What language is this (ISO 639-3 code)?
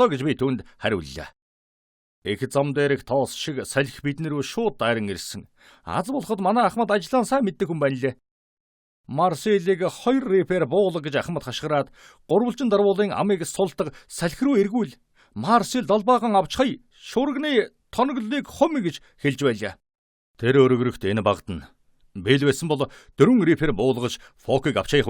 mon